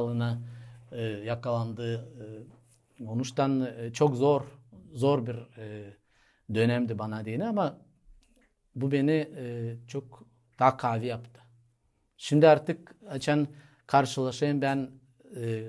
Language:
Gagauz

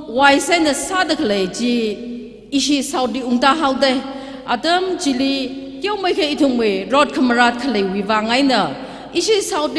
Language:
Tangkhul Naga (India)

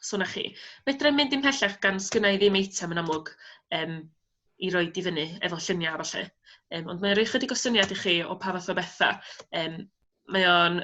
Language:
Welsh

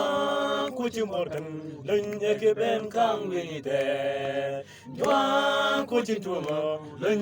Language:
Mabaan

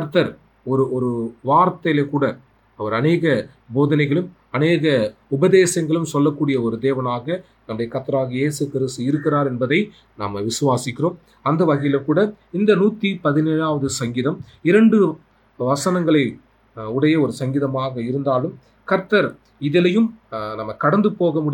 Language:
Tamil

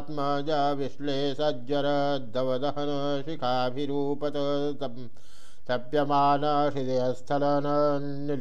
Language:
Sanskrit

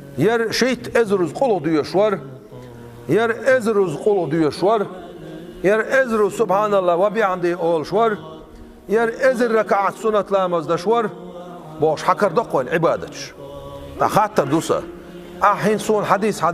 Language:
Chechen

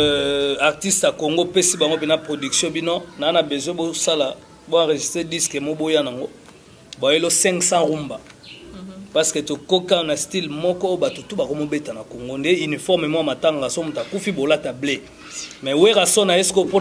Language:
Lingala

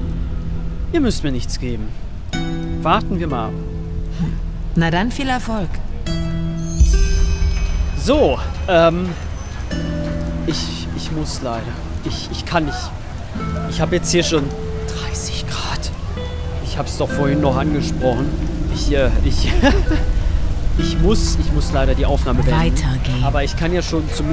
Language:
German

